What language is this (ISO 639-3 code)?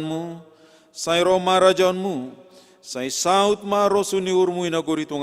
bts